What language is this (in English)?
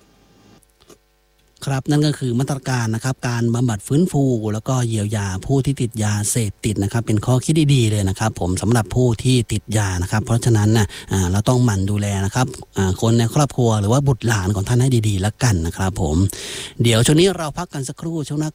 Thai